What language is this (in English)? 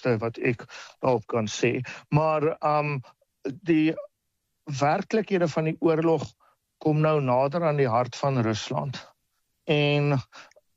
Afrikaans